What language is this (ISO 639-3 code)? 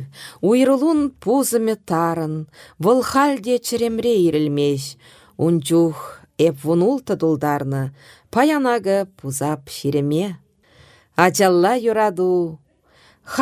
chv